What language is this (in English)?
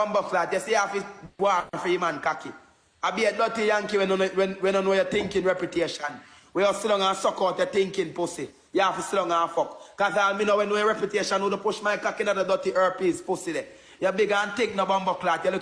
Jamaican Creole English